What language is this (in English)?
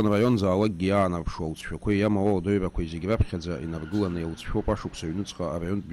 Abkhazian